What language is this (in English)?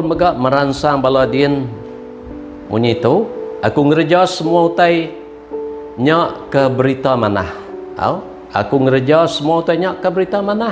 Iban